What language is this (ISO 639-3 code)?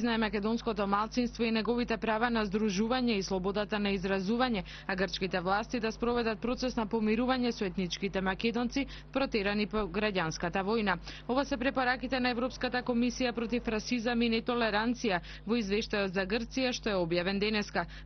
mkd